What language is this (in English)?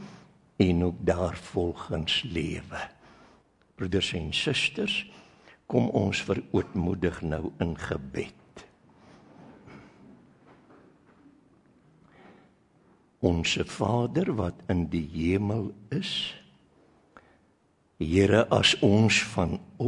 Afrikaans